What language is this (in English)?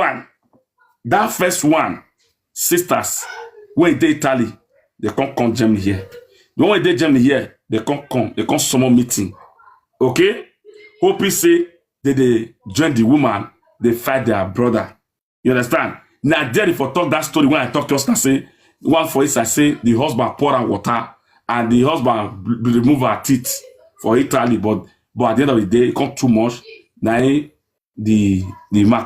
Nigerian Pidgin